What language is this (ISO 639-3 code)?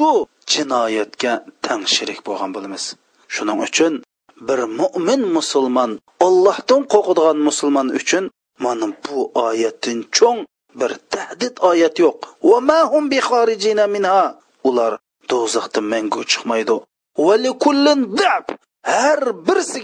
uig